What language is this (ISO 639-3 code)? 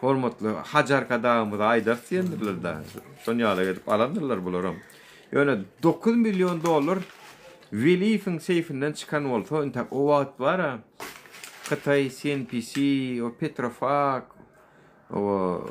tuk